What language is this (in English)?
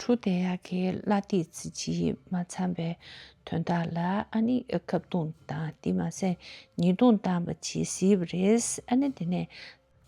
Tibetan